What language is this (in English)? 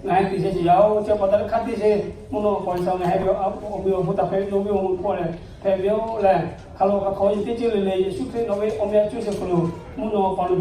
Lahu